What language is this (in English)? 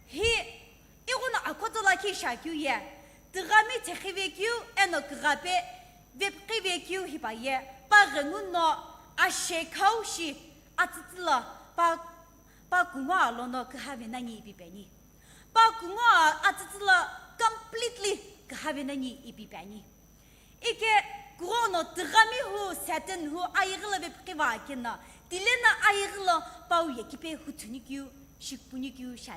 Sumi Naga